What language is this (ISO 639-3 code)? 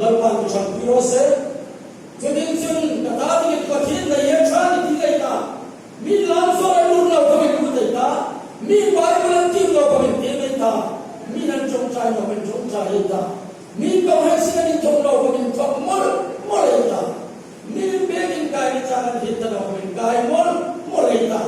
hmr